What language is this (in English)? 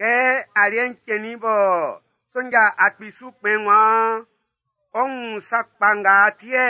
Baoulé